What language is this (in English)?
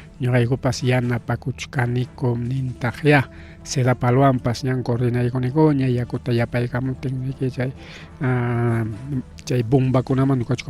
Ayacucho Quechua